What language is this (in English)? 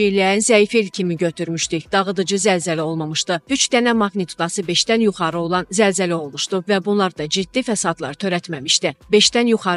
Azerbaijani